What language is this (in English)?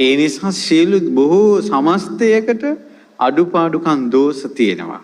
Sinhala